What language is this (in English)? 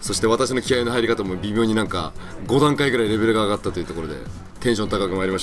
Japanese